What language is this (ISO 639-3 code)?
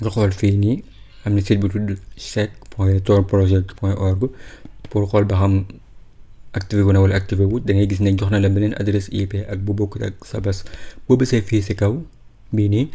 wol